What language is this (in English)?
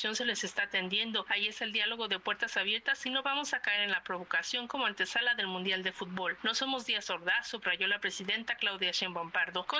Spanish